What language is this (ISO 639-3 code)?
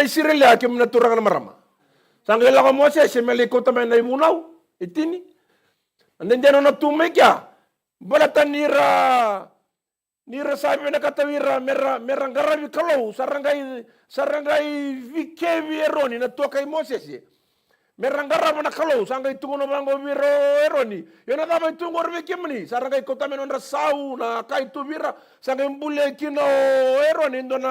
fij